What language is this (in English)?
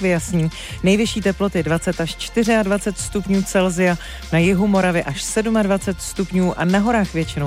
Czech